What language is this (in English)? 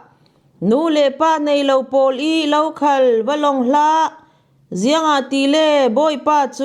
Falam Chin